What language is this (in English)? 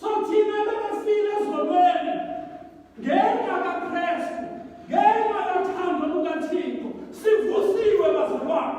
Xhosa